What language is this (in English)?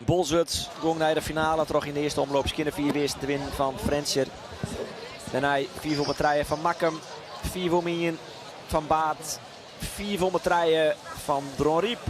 Western Frisian